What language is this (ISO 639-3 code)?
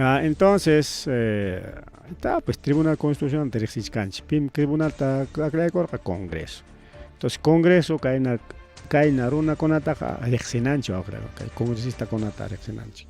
quy